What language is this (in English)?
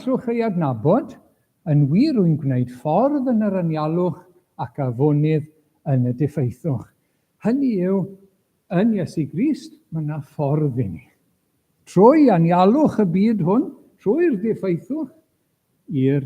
Welsh